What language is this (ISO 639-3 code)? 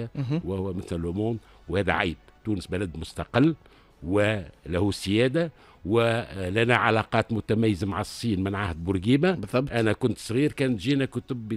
aeb